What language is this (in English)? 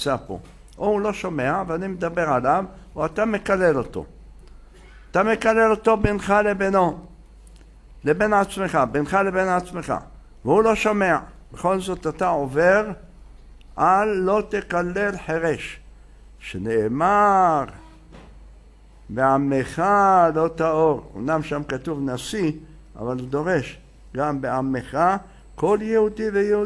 Hebrew